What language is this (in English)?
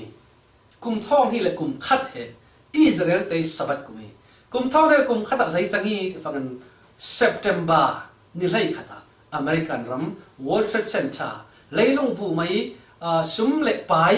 Falam Chin